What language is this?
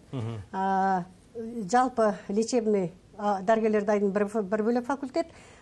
Kazakh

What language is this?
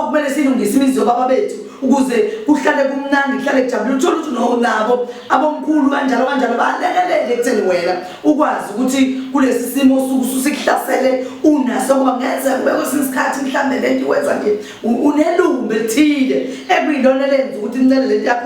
Zulu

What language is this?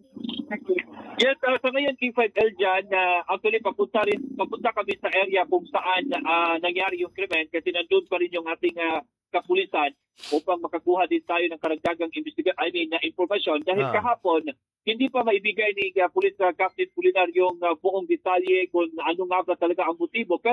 Filipino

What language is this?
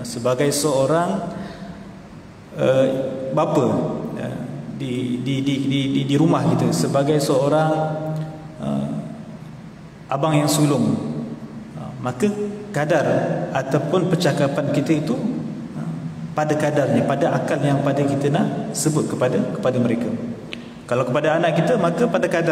Malay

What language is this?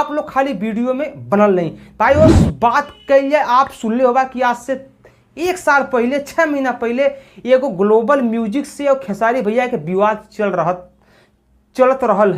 Bhojpuri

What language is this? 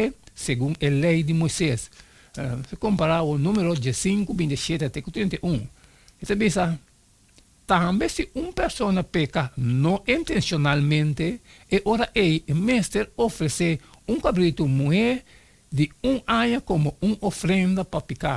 Papiamento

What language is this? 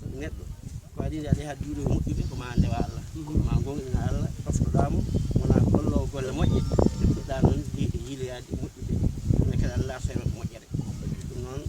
Fula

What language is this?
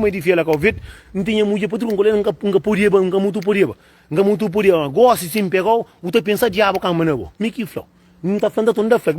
Kabuverdianu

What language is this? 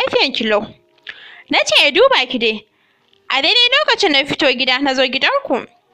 Hausa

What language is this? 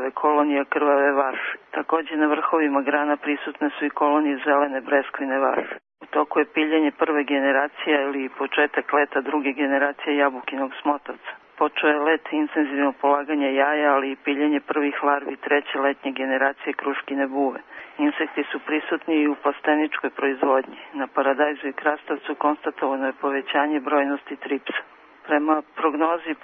Serbian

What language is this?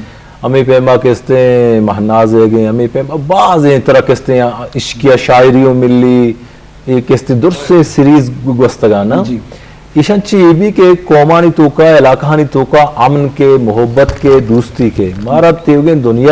Eastern Balochi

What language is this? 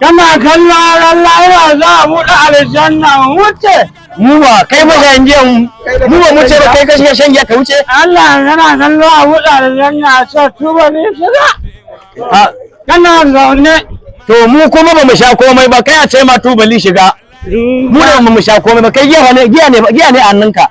Hausa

